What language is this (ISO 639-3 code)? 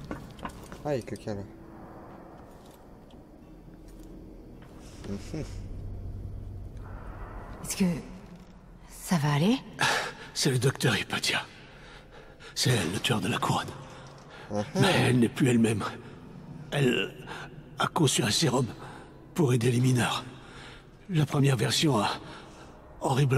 fra